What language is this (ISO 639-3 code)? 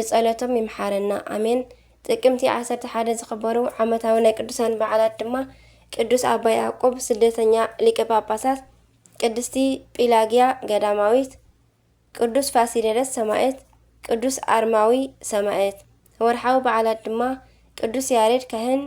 tir